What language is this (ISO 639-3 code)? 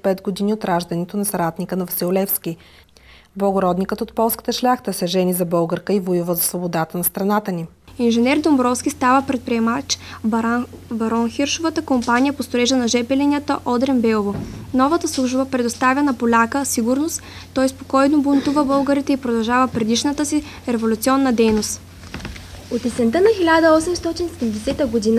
bul